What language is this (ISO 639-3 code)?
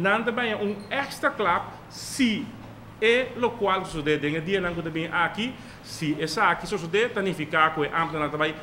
pap